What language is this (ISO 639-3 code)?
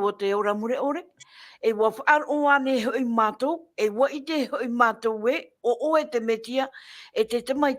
tah